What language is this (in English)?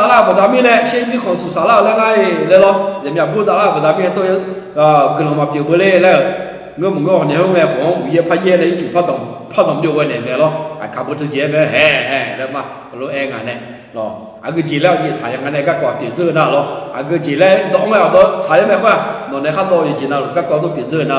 Akha